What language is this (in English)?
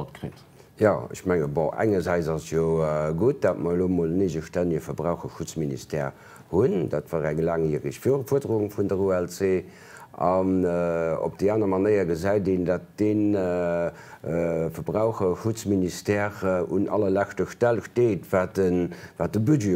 Luxembourgish